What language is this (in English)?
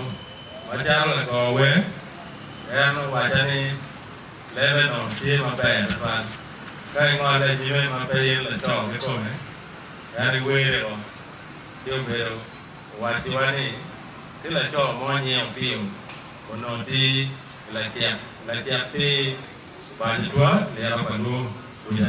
Acoli